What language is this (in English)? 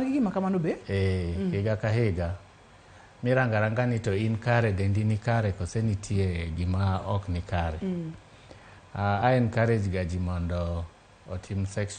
Luo (Kenya and Tanzania)